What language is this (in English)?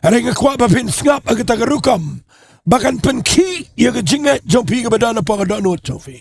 Khasi